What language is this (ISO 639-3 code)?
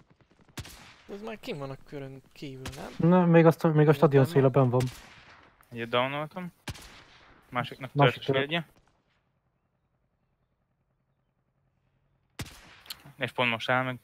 hun